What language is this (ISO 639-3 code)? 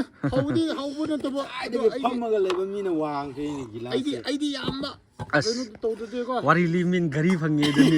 mni